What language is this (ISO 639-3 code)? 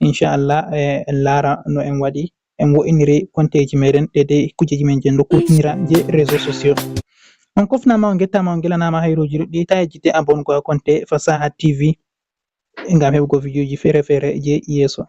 ful